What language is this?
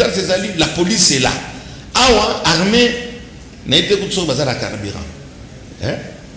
Lingala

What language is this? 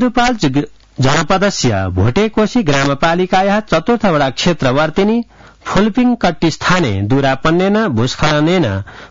Sanskrit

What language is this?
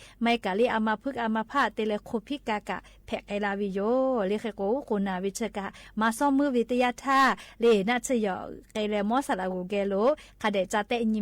Lahu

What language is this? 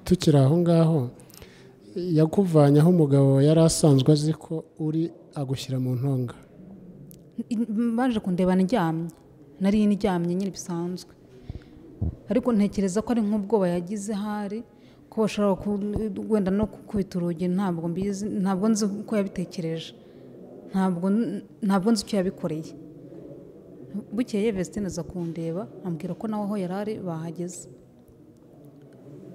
Kinyarwanda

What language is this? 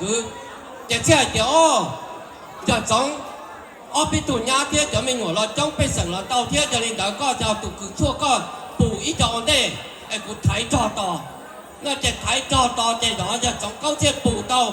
Hmong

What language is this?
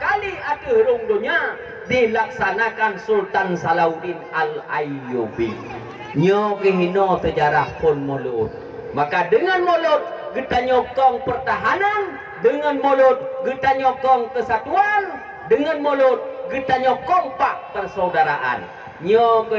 Achinese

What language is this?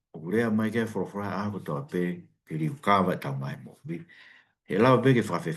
Tongan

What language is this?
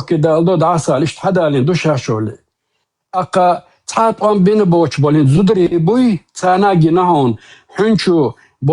Chechen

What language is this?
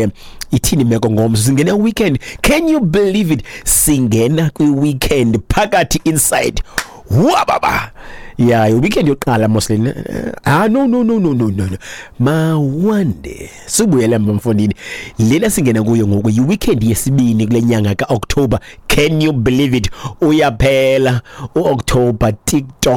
Xhosa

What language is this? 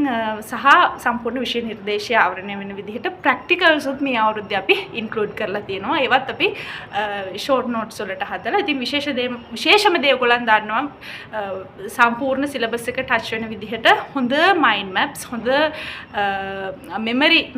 Sinhala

